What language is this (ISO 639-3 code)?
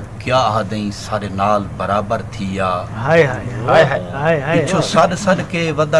skr